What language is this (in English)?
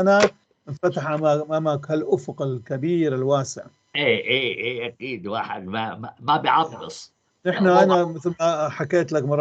North Levantine Arabic